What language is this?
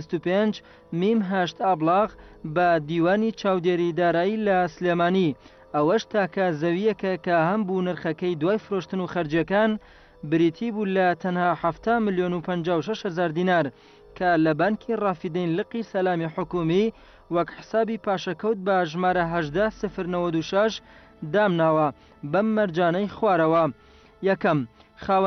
Central Kurdish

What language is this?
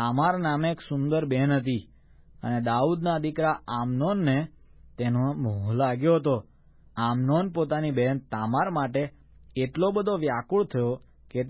Gujarati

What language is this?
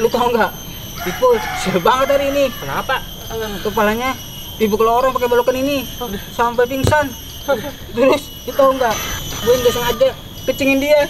Betawi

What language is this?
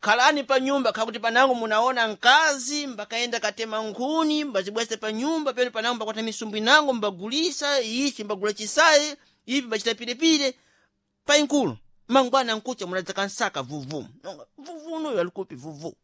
Sena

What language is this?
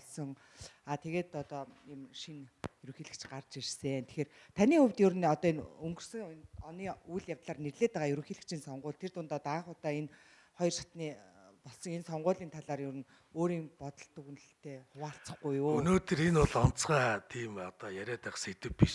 Mongolian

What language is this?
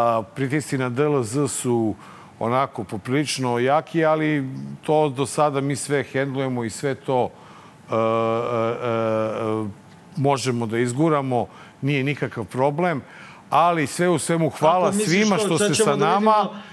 Serbian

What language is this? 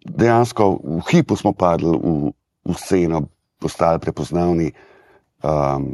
Slovenian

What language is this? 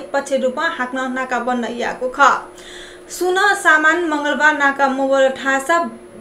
Newari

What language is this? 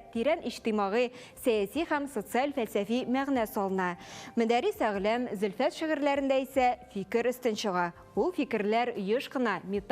Tatar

